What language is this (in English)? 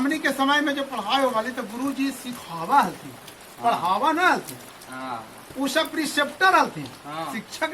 Magahi